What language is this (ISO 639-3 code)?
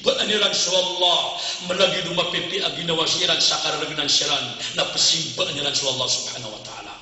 mrw